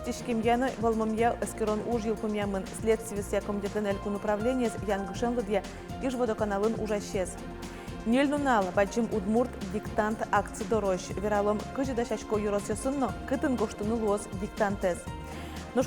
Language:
Udmurt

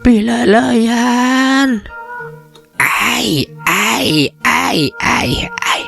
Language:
Sundanese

